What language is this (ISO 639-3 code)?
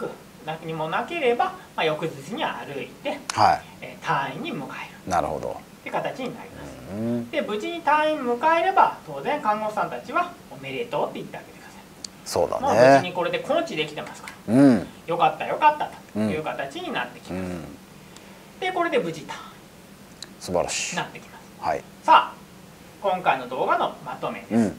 jpn